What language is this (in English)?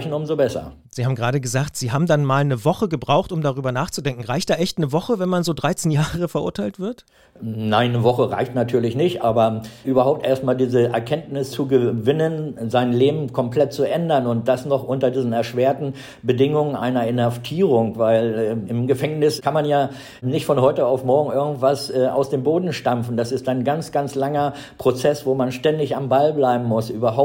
German